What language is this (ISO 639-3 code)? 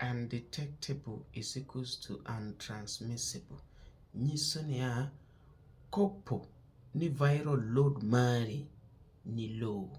luo